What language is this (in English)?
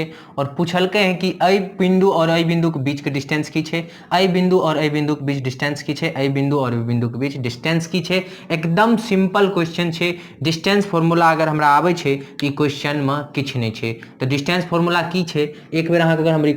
Maithili